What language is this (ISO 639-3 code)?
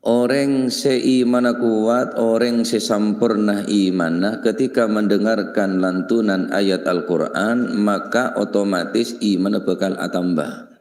mad